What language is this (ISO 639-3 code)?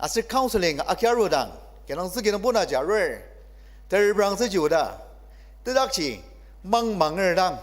njo